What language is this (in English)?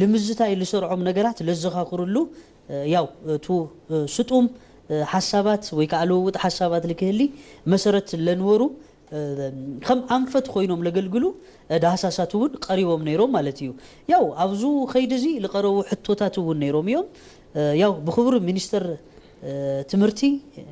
Tigrinya